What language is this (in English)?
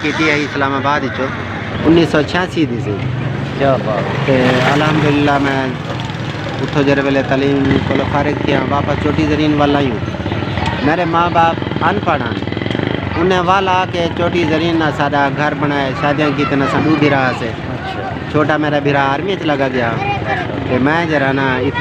Saraiki